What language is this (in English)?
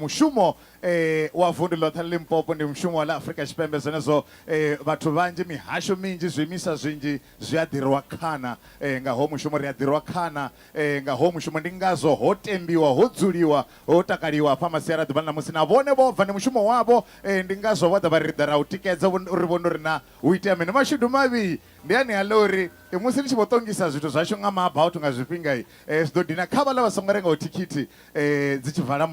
Venda